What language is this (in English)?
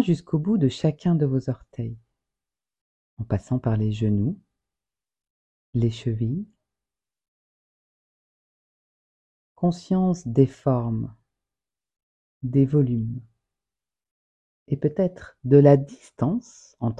French